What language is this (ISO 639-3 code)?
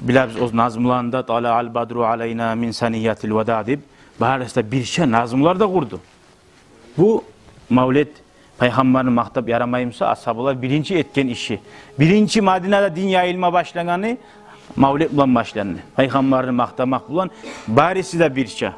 kum